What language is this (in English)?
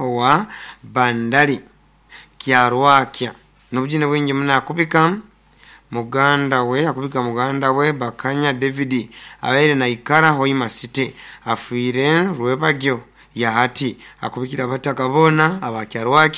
Nyoro